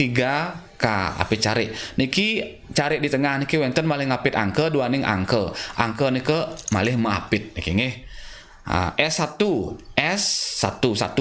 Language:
Balinese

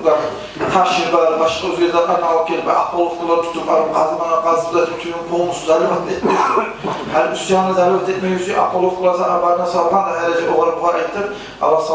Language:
Kumyk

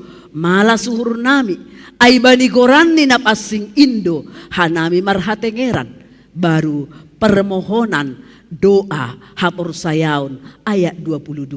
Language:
Batak Simalungun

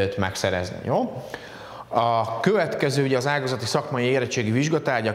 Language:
Hungarian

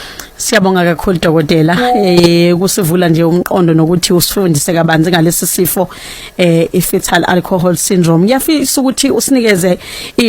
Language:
Zulu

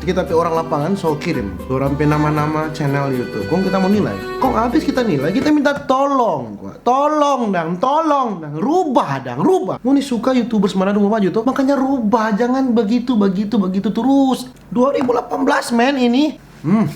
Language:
Manado Malay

